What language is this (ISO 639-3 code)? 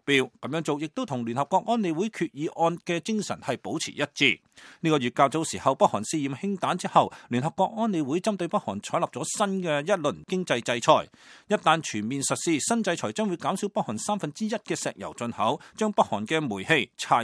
yue